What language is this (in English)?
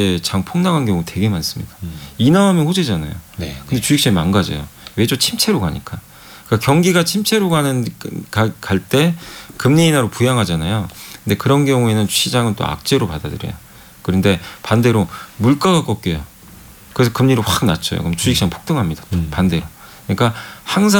Korean